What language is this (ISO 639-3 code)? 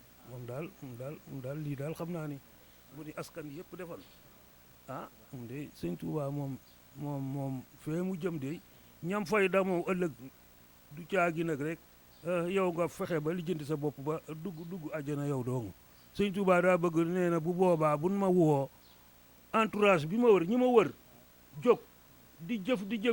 wol